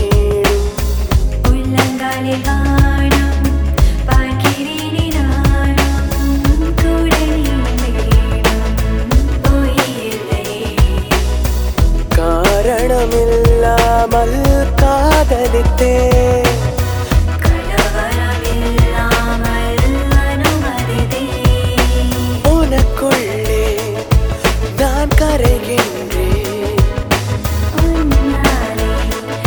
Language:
Tamil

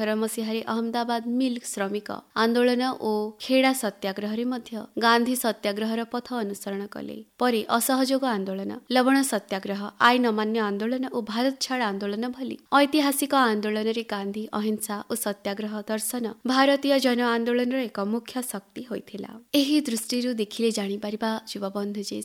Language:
Odia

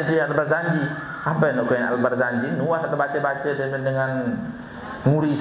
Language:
Sasak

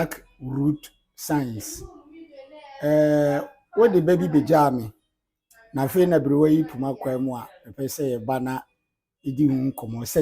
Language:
Akan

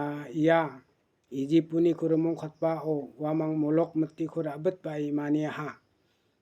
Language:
Garo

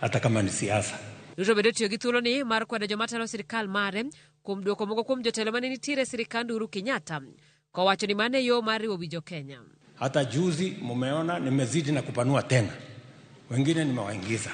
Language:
Luo (Kenya and Tanzania)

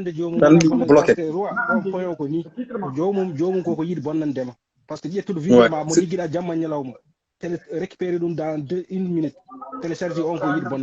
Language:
Fula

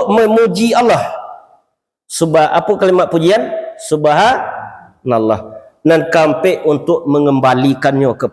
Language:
Minangkabau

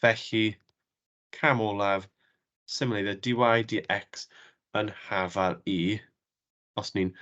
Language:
Welsh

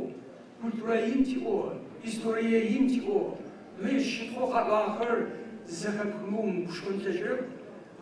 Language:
Adyghe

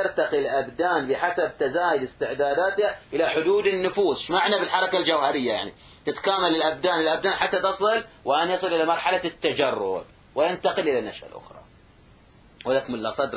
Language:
Arabic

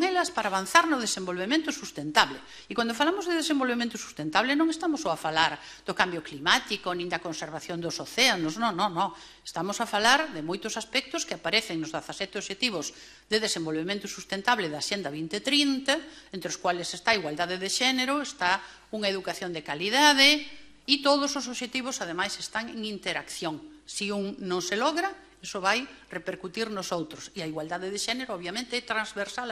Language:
Galician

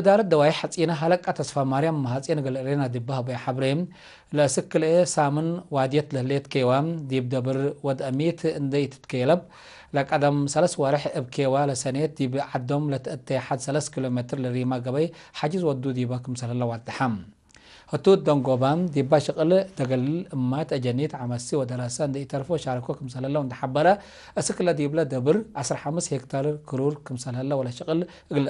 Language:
Tigre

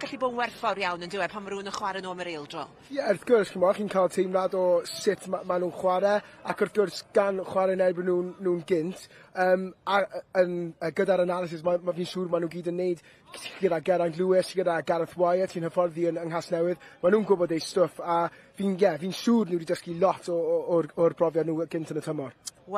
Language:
Welsh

